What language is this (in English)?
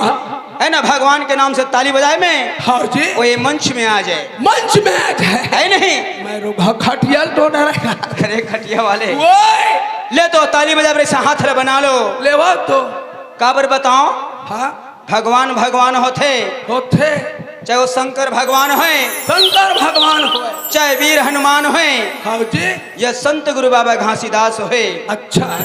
Chhattisgarhi